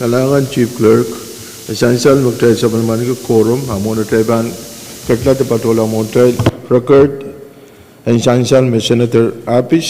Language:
Pohnpeian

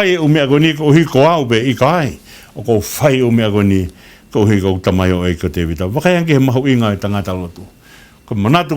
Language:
Tongan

